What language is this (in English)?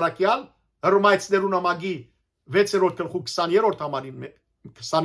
Western Armenian